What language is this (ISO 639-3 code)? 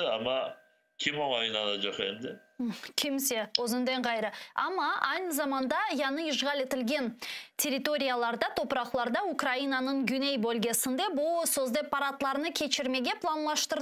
crh